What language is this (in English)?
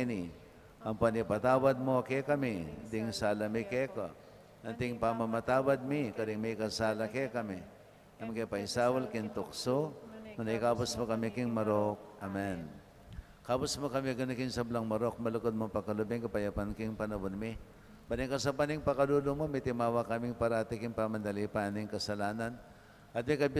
Pampanga